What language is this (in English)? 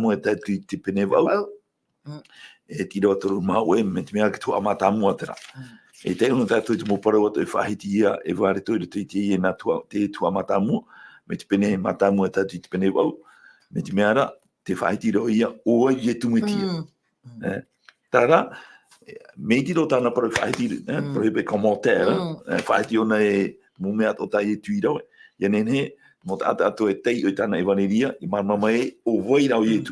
Tahitian